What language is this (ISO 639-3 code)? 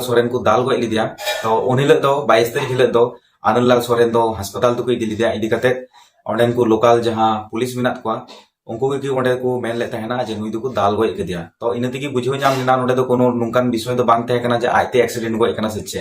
sat